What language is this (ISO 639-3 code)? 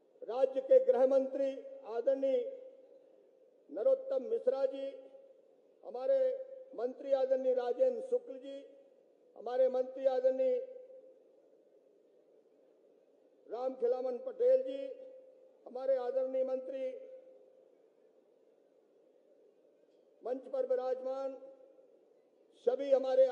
hin